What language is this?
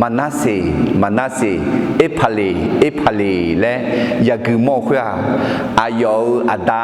Akha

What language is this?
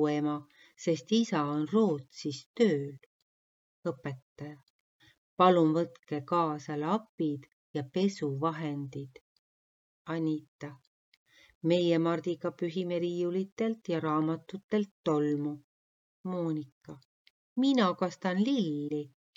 Estonian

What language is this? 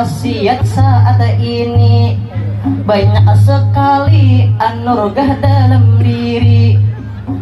Banjar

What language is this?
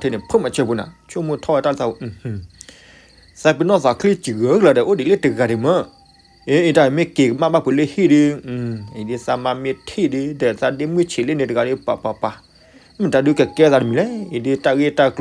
S'gaw Karen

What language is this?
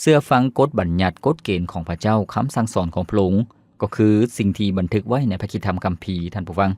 Lao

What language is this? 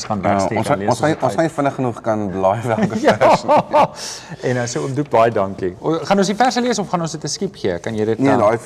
Afrikaans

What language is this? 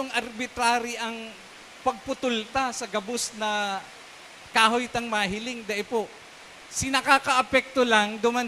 Bikol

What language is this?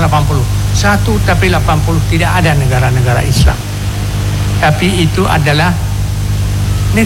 Indonesian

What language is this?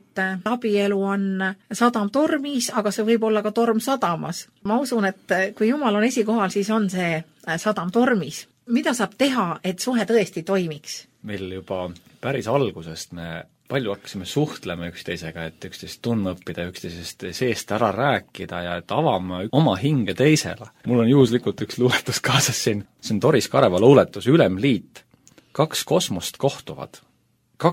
Estonian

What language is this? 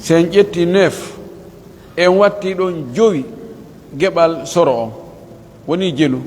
Pular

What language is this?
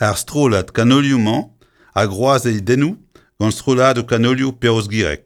Breton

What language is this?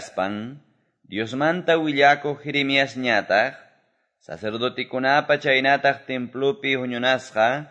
Quechua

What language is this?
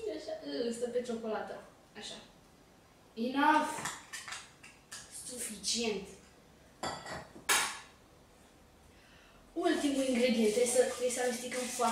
Romanian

